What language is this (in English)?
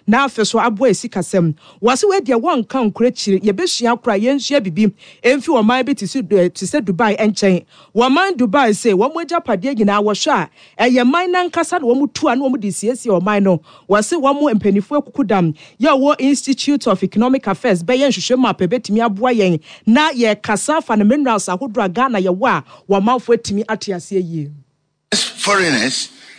Akan